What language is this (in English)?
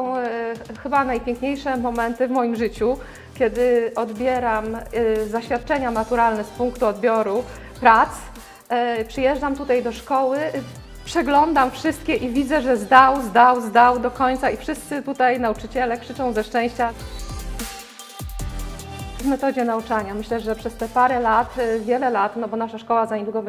Polish